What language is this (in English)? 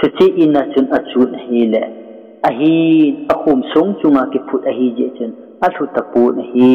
Thado Chin